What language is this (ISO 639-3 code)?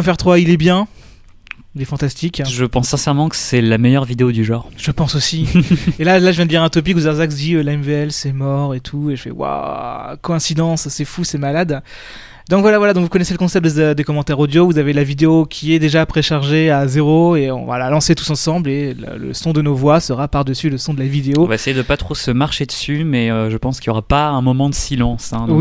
fra